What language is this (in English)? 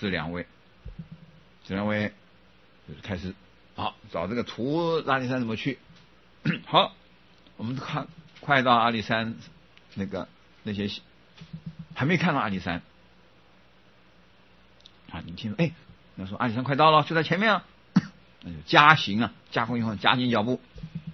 Chinese